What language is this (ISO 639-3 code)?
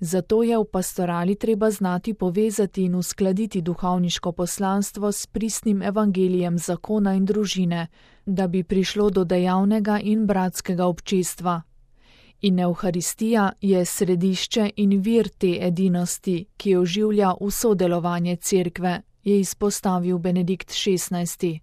slv